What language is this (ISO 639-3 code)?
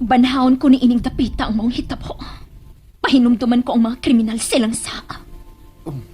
ceb